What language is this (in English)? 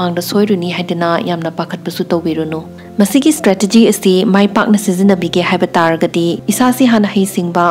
Manipuri